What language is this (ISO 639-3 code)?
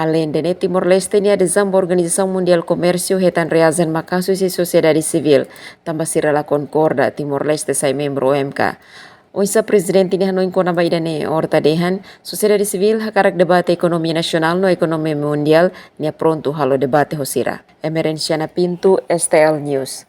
tet